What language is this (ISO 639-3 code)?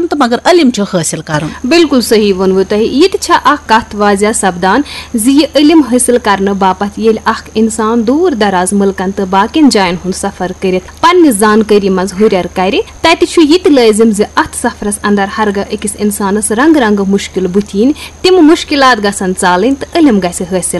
kas